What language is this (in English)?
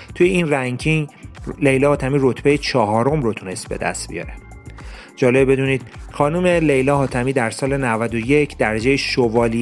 Persian